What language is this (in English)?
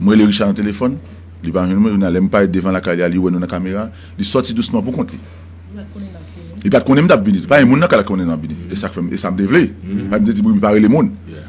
Haitian Creole